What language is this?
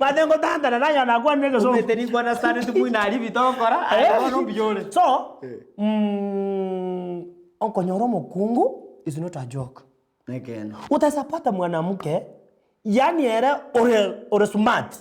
Gusii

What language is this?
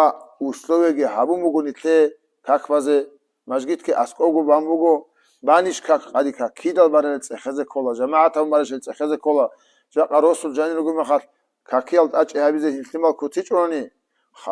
Avaric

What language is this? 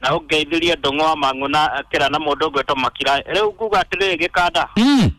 Kikuyu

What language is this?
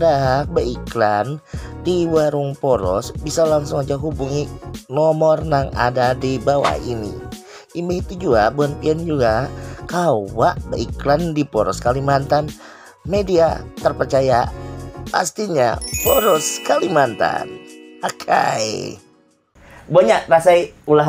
Banjar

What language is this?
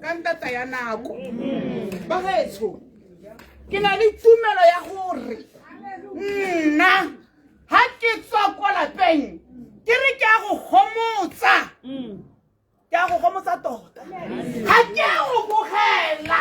Tswana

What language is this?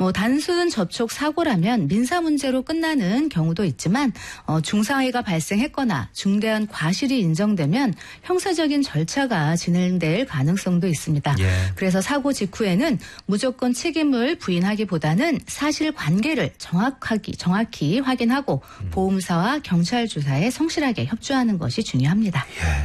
Korean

